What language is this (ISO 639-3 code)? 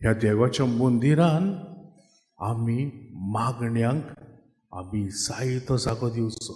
kok